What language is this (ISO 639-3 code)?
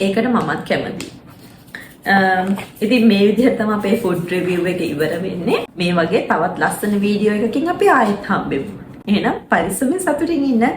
sin